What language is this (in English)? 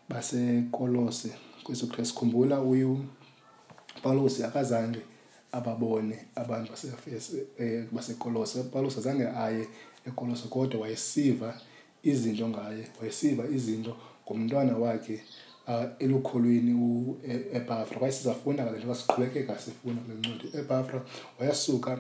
Xhosa